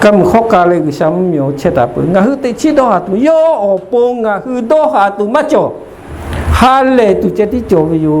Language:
Lahu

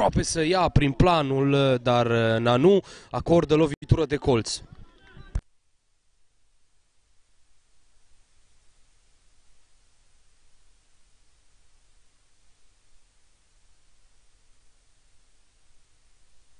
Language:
Romanian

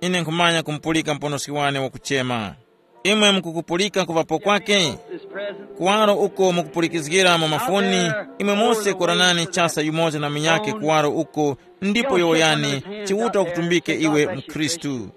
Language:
Tumbuka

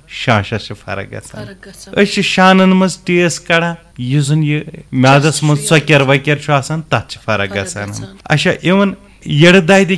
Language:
Kashmiri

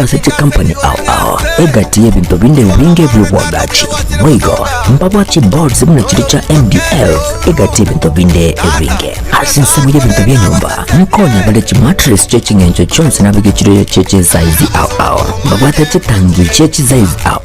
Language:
Gusii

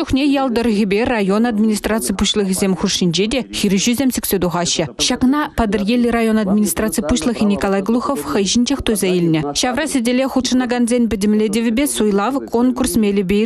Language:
Chuvash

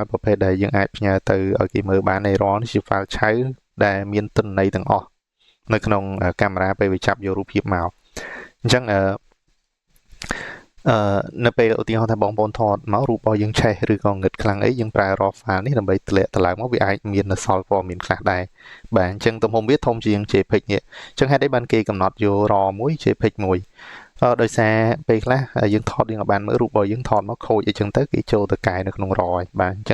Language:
Khmer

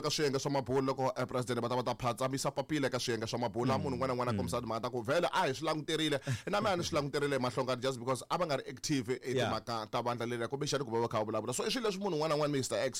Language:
Tsonga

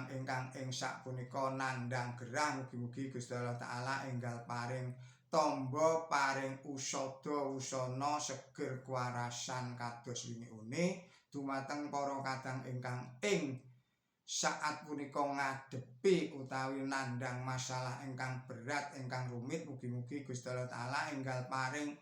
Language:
Javanese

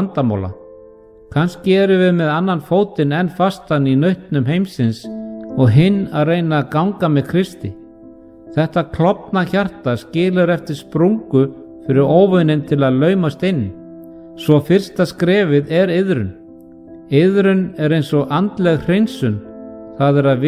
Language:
Icelandic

